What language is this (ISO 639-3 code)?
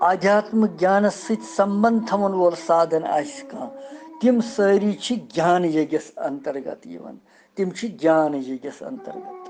kas